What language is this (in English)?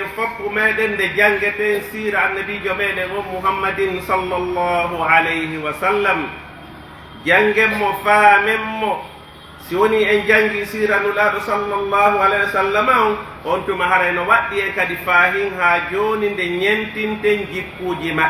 Pular